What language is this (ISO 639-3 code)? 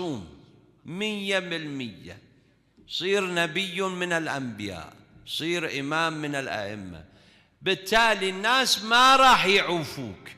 acm